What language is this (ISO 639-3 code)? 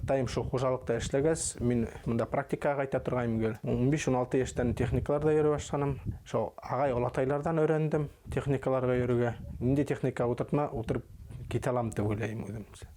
bak